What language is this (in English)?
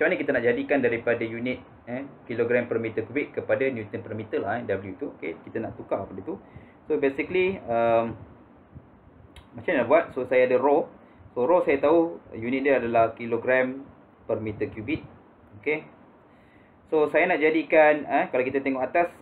Malay